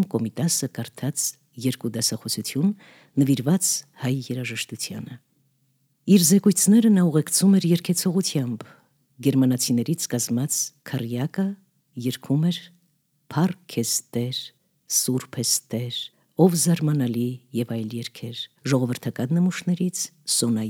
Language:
Armenian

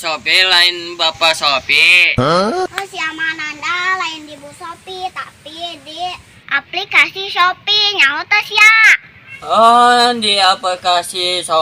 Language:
Sundanese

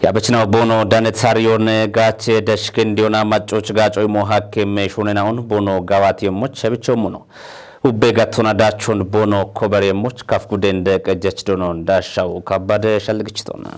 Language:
Kafa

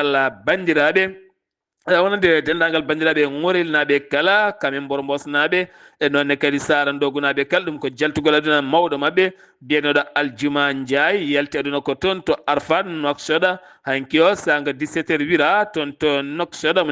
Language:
Fula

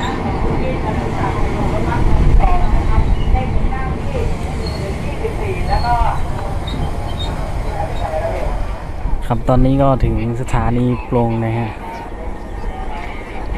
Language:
Thai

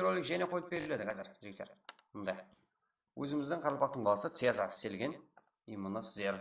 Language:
Kara-Kalpak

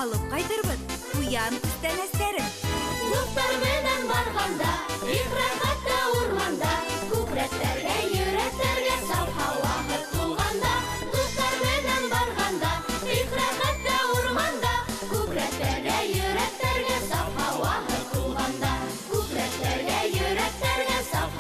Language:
Bashkir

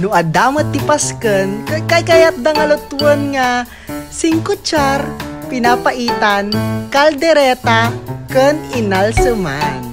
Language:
Iloko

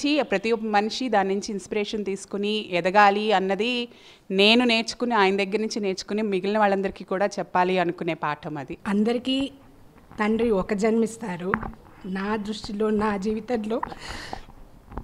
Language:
Telugu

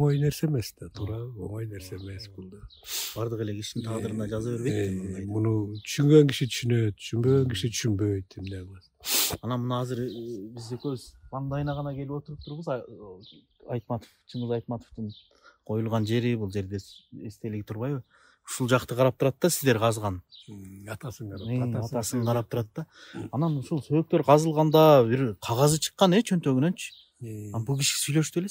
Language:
Kyrgyz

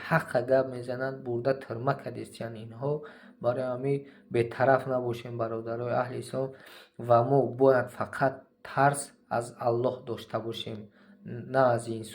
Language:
Tajik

